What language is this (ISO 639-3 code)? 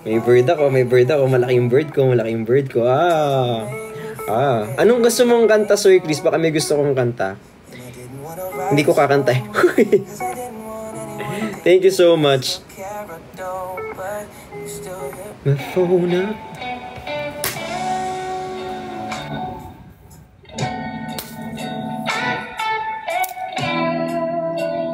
fil